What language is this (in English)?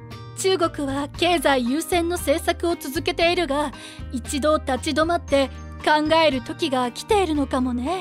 Japanese